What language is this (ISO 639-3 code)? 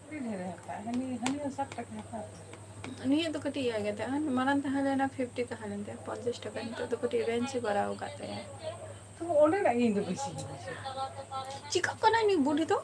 sat